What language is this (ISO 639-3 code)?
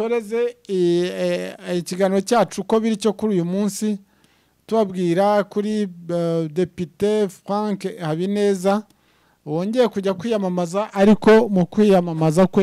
kin